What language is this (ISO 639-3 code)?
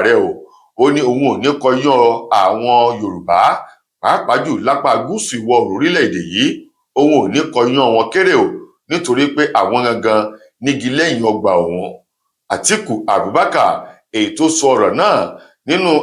yor